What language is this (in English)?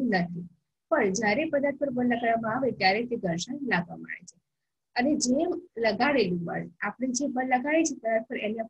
Gujarati